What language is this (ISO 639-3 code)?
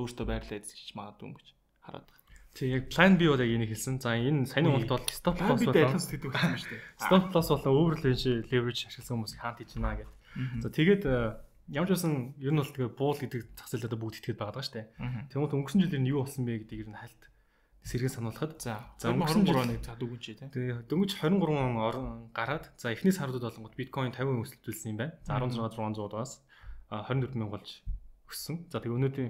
mon